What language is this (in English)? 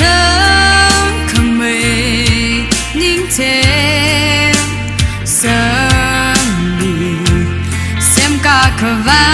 Tangkhul Naga (India)